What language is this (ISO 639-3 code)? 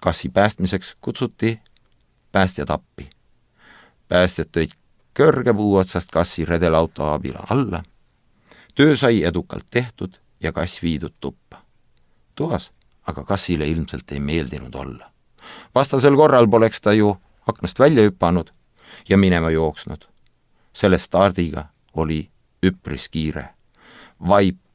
est